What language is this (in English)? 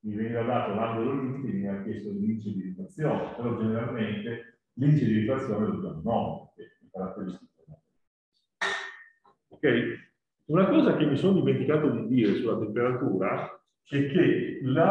Italian